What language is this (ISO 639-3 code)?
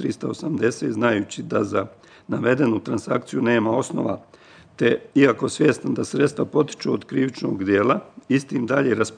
bos